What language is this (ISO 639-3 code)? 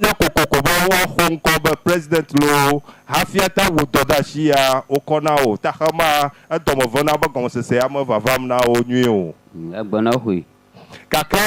ewe